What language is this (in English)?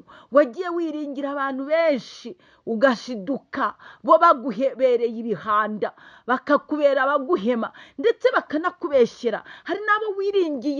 Kinyarwanda